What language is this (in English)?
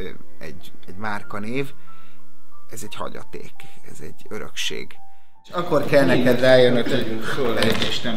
Hungarian